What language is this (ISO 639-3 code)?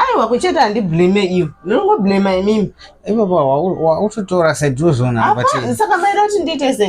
sna